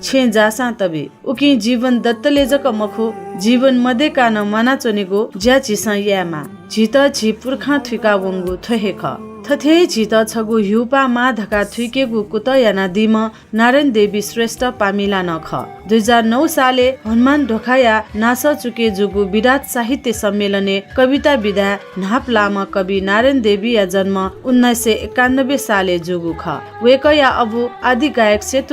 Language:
Newari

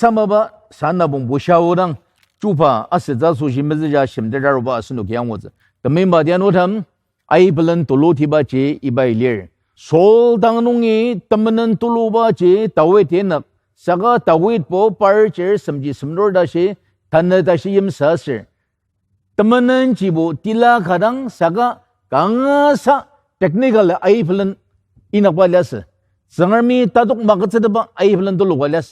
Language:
Ao Naga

